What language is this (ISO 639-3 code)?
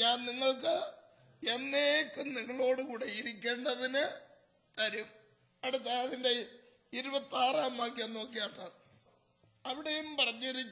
mal